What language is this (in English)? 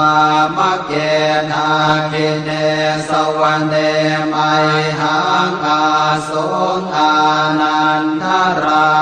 Pali